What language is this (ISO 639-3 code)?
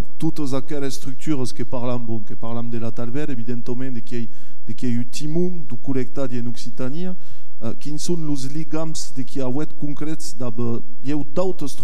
oci